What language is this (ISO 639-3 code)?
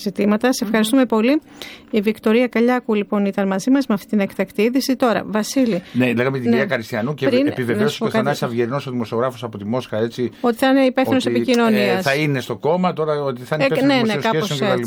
ell